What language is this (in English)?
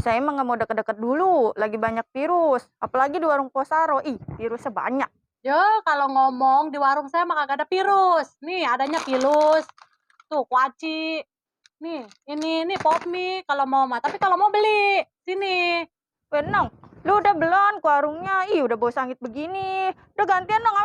Betawi